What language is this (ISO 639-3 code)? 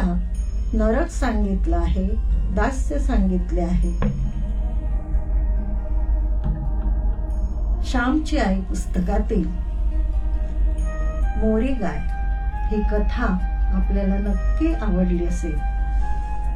mar